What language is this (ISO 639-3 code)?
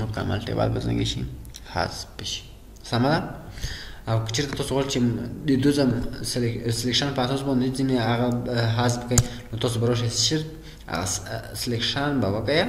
pus